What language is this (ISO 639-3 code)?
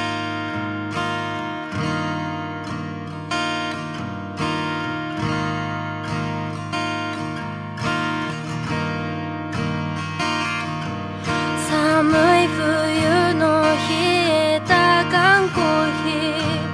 jpn